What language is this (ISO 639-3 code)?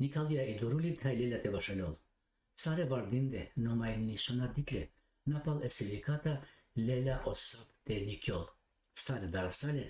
rmn